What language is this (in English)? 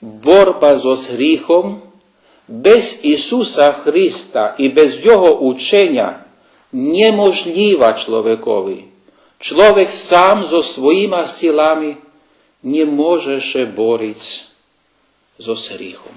Rusyn